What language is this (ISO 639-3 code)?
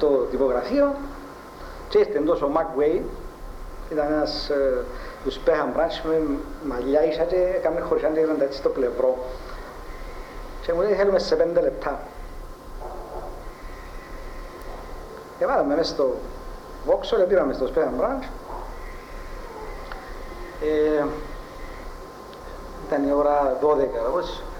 ell